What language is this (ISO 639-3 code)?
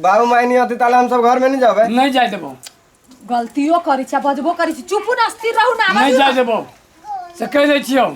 mai